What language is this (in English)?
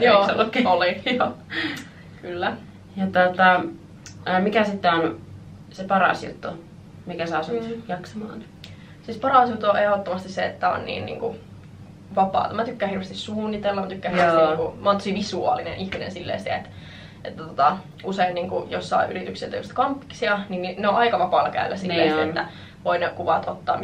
Finnish